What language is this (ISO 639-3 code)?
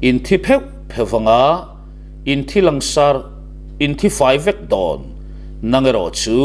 lus